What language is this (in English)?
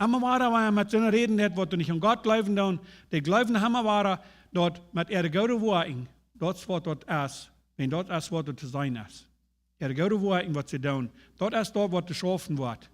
Plautdietsch